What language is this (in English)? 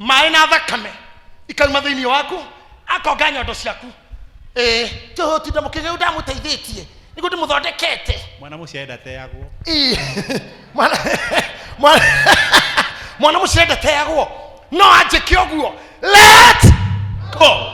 Kikuyu